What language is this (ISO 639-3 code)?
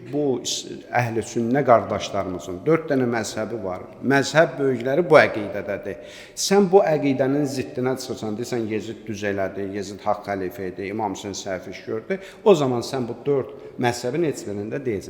aze